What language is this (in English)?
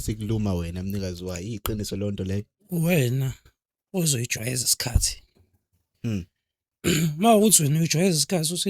Zulu